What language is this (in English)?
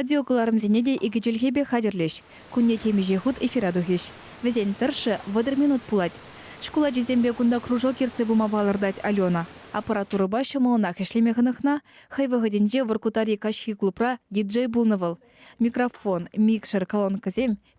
Chuvash